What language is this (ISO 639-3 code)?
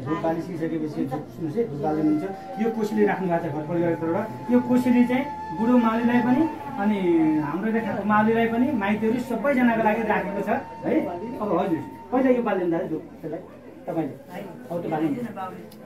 nep